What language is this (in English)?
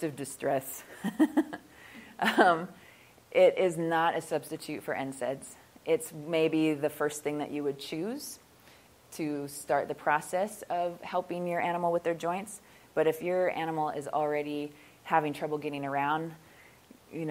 English